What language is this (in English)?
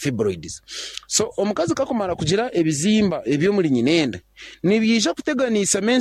Nyankole